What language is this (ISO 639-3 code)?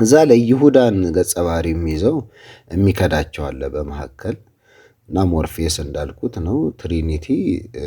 amh